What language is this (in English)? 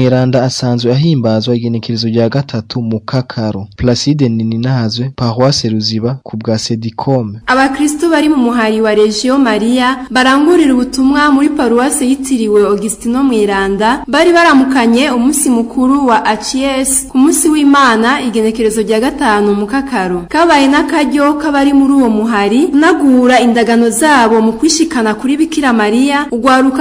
Rundi